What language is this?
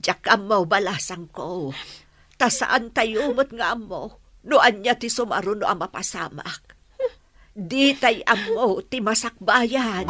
Iloko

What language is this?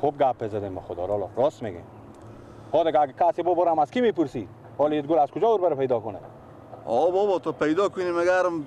Persian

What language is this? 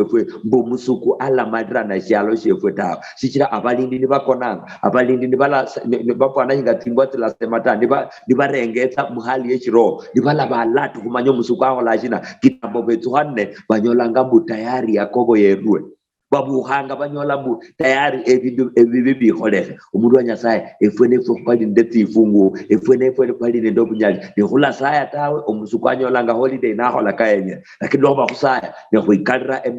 Luyia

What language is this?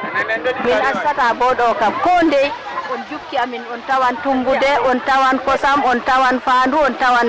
Fula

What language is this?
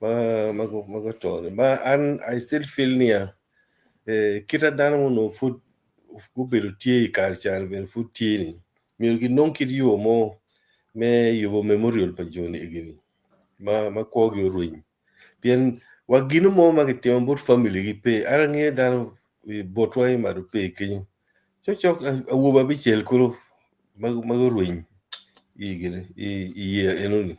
Acoli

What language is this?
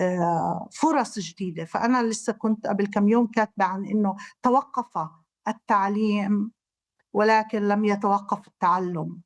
North Levantine Arabic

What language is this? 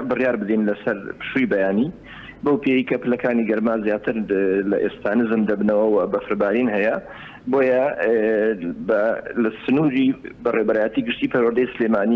Central Kurdish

